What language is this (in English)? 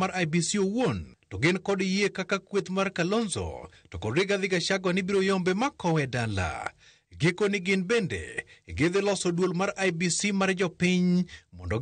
Luo (Kenya and Tanzania)